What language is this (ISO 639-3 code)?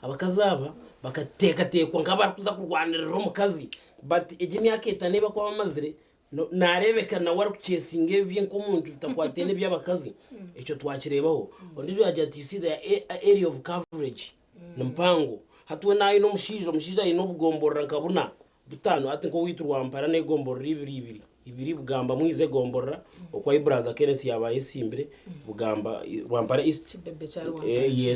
nyn